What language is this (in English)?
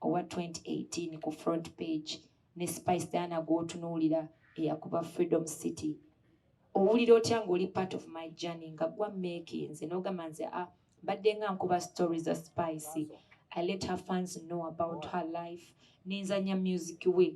Ganda